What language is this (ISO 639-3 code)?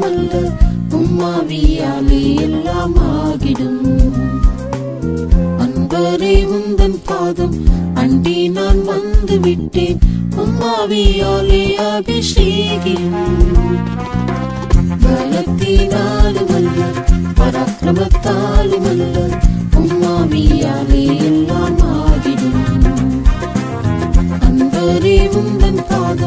tam